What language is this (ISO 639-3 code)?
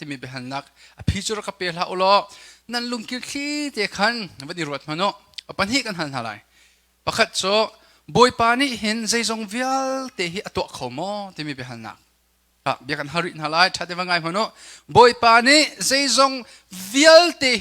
cnh